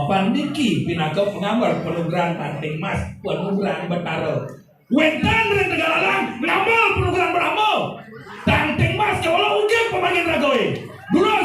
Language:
Balinese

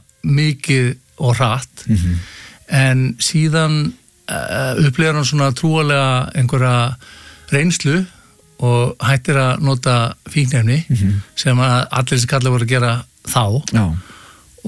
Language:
Icelandic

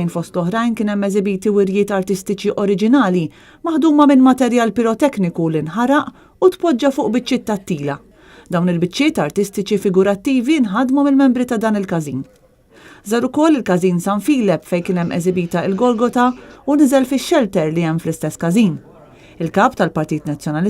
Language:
Maltese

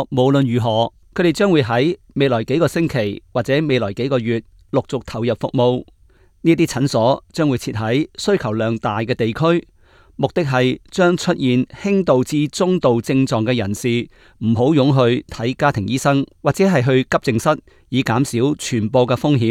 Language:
Cantonese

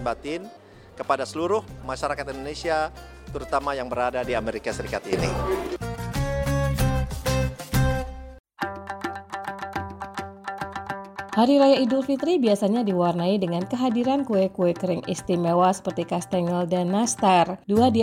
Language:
Indonesian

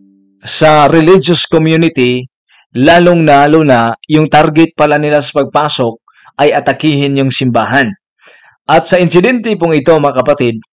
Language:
Filipino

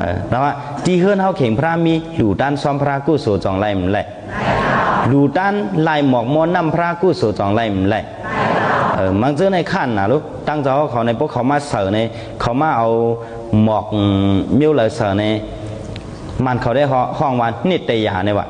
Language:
Shan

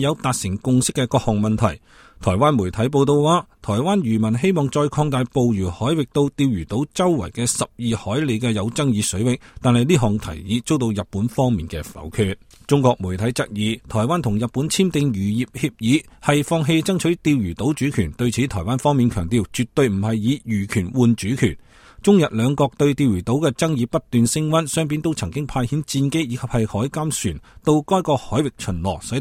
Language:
Cantonese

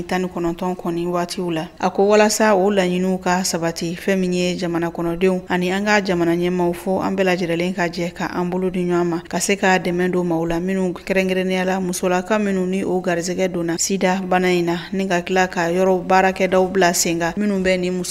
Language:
Bambara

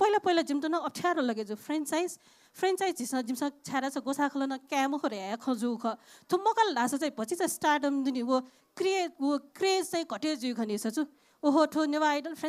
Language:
Newari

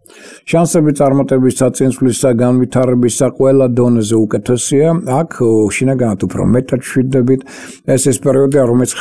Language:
Georgian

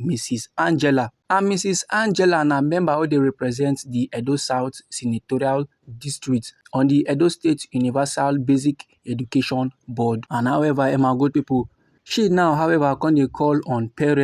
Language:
Nigerian Pidgin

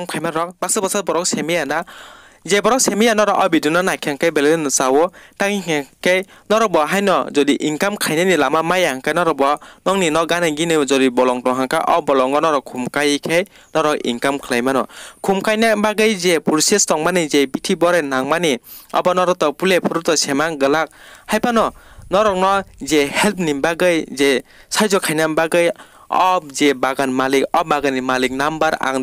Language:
Kok Borok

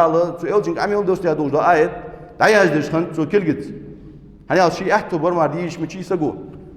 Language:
Ingush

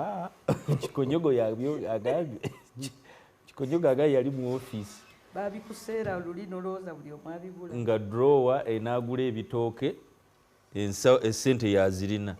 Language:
Ganda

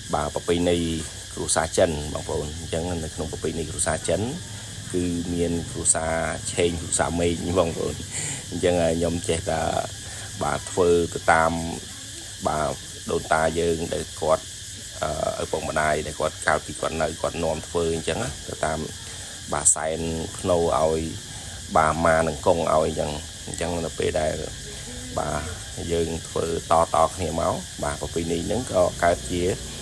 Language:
Khmer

